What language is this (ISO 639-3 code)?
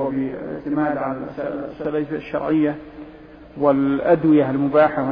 ara